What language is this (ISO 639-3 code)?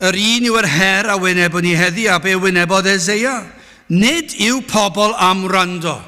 cym